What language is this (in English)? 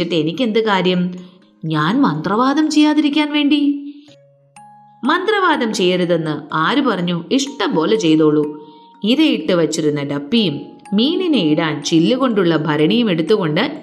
Malayalam